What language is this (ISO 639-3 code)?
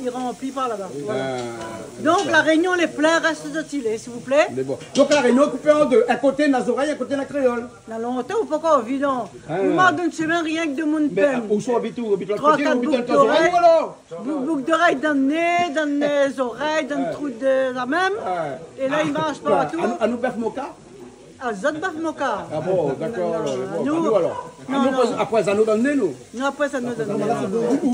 rcf